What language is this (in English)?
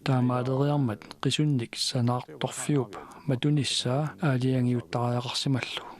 Kalaallisut